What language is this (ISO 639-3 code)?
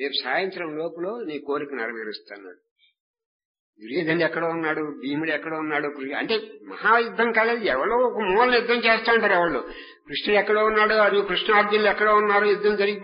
tel